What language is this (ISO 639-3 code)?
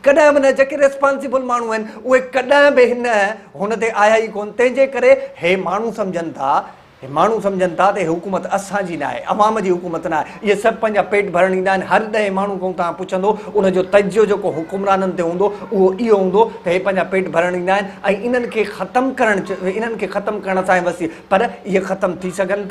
snd